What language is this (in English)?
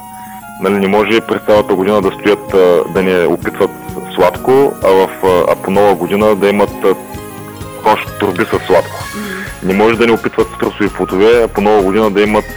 Bulgarian